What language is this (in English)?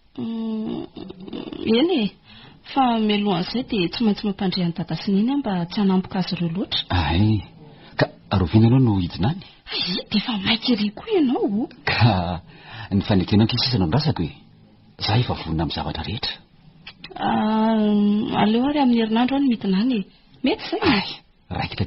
Malagasy